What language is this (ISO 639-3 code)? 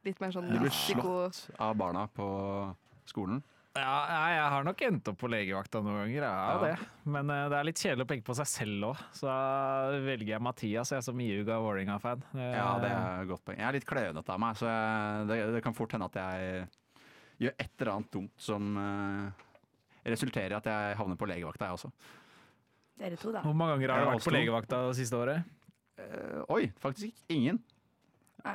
nor